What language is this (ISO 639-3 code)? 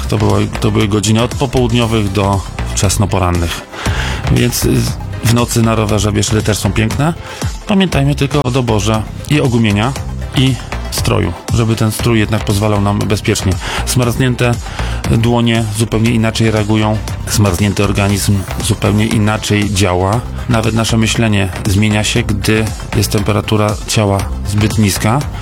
pol